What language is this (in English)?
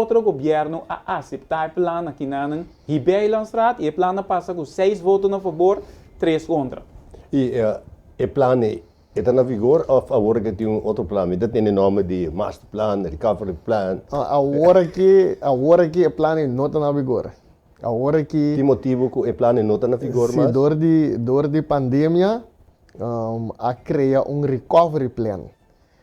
Papiamento